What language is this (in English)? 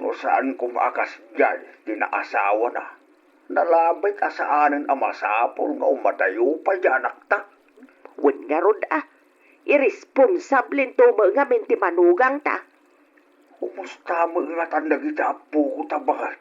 Iloko